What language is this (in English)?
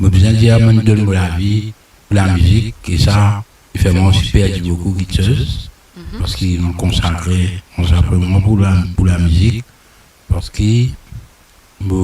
Morisyen